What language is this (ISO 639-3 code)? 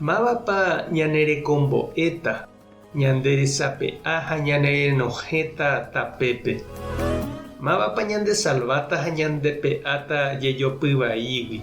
grn